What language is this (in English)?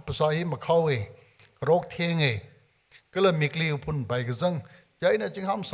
Tangkhul Naga (India)